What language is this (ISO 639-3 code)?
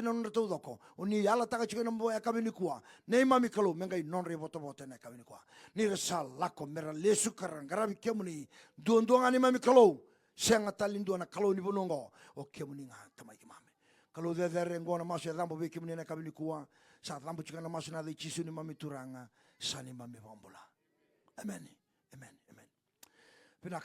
fij